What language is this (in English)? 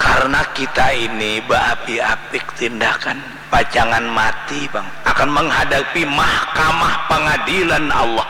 Banjar